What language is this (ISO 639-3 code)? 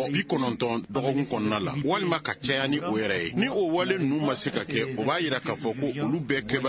bam